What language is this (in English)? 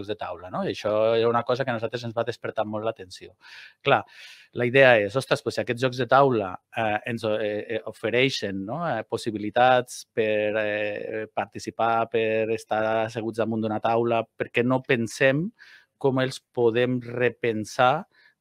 Catalan